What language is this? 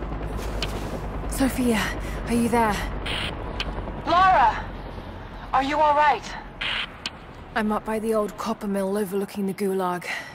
English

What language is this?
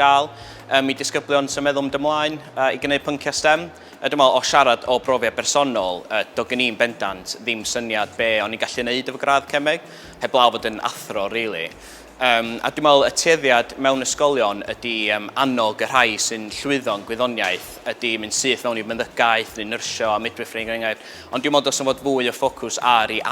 Welsh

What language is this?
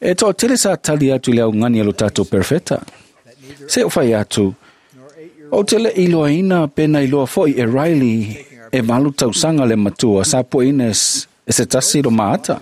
Samoan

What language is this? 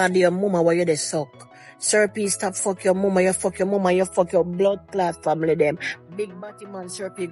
Jamaican Creole English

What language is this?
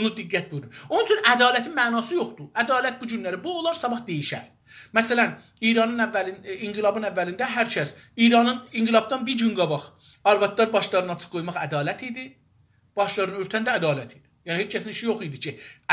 South Azerbaijani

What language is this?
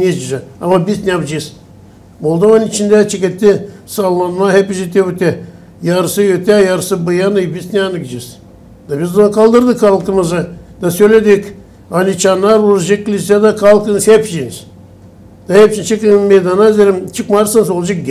Gagauz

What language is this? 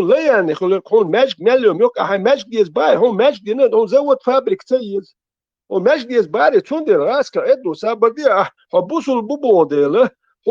Chechen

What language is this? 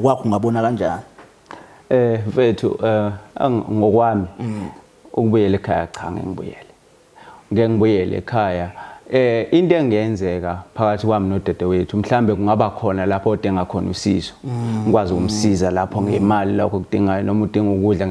Zulu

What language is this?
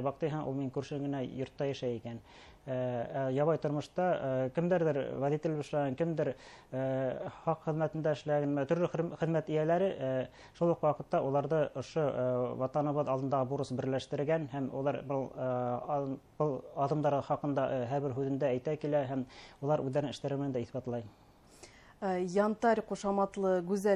Bashkir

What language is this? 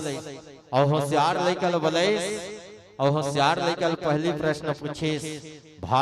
Chhattisgarhi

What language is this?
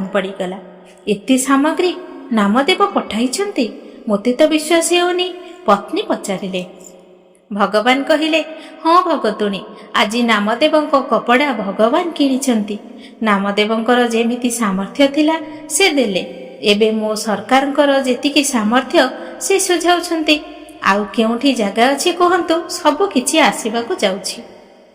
Odia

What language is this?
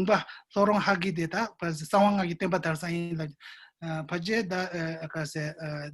Tibetan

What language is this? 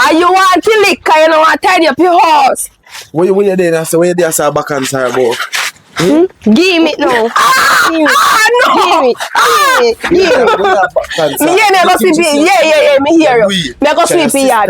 Jamaican Creole English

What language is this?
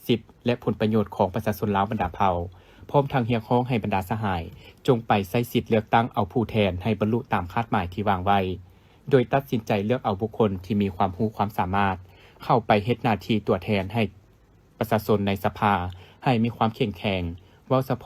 Lao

